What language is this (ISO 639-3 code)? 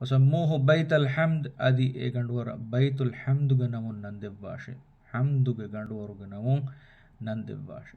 div